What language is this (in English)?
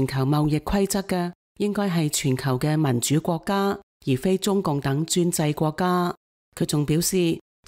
Cantonese